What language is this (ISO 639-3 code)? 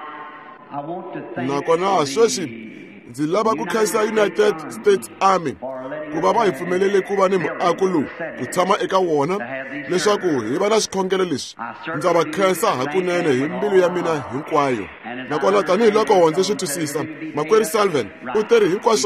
tso